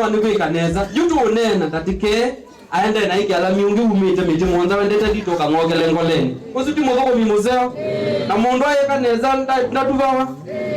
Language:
Kamba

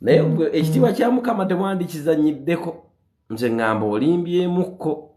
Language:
Ganda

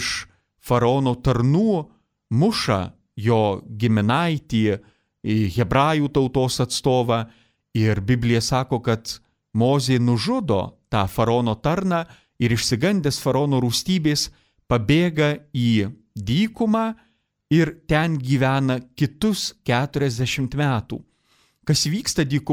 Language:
Lithuanian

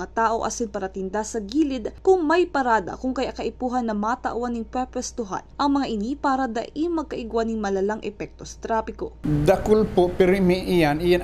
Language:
Bikol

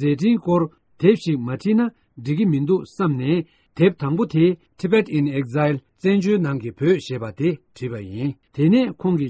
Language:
Tibetan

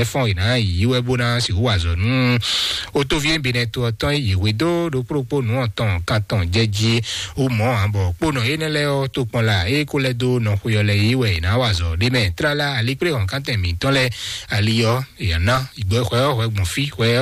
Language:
Fon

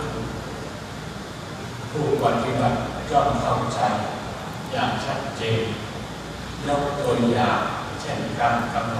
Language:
Thai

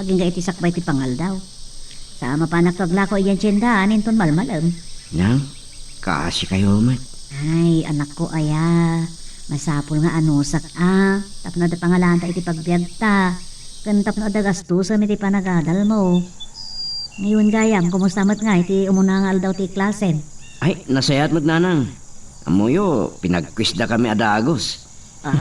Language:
Iloko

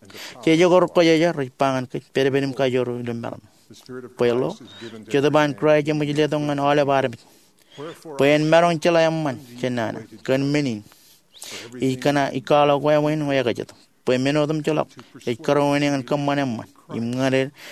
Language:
Marshallese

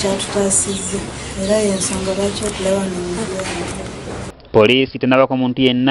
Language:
Ganda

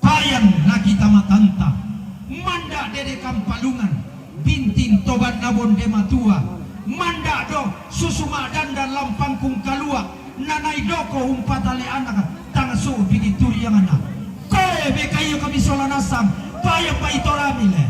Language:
Toraja-Sa'dan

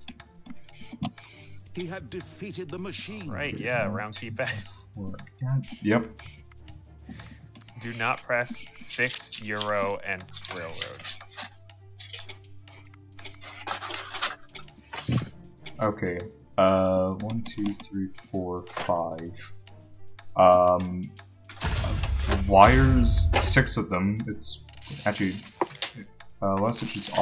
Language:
English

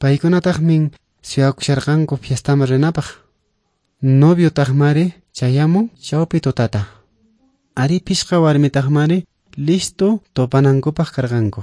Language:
Quechua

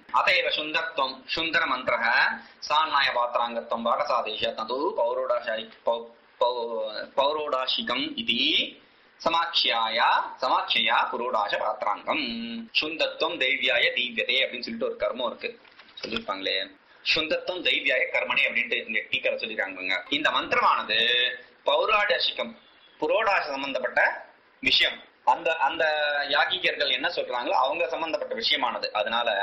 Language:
Tamil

